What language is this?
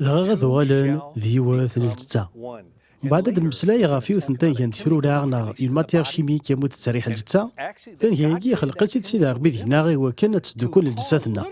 Kabyle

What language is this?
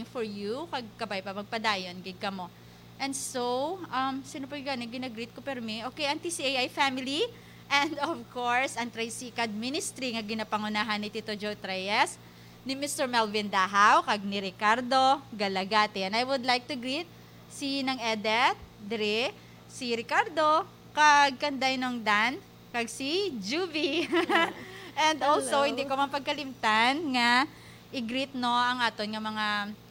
Hiligaynon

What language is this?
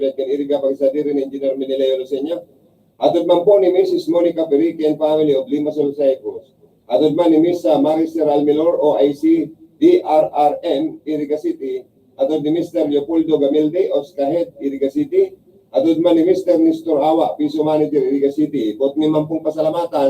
Bikol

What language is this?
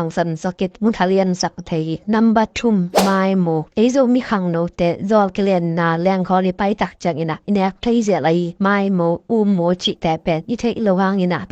Tedim Chin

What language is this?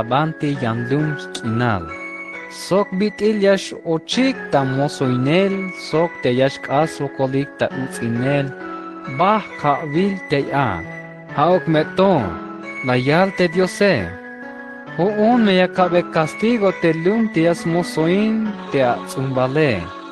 Tzeltal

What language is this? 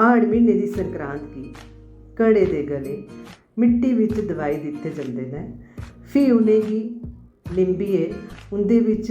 Dogri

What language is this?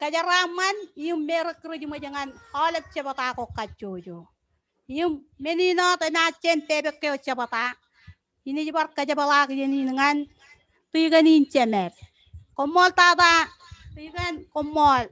Marshallese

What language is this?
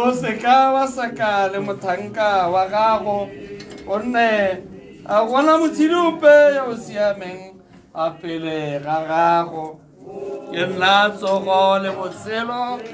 Tswana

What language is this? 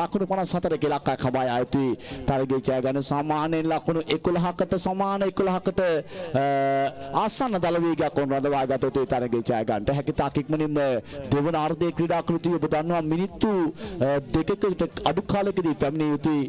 Sinhala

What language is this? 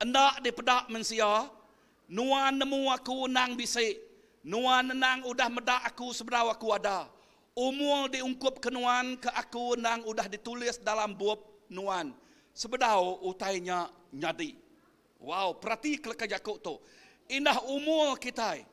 Iban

